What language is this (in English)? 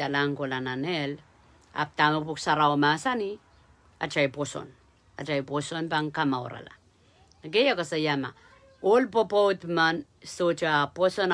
Pohnpeian